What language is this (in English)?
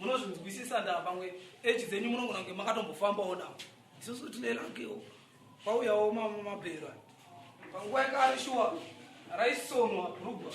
Shona